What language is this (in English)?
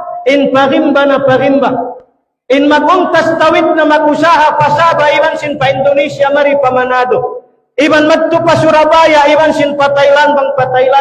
Tausug